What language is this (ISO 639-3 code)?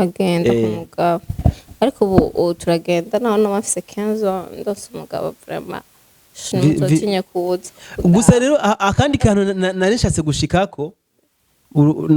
run